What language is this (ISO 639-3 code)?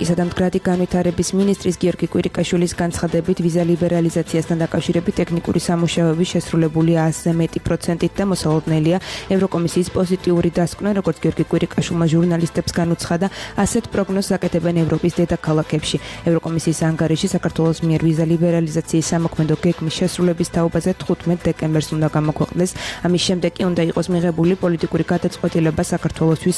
kat